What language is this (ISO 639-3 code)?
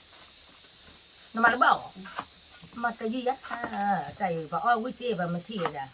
ksw